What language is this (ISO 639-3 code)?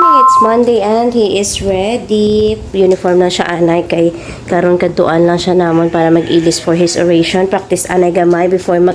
hil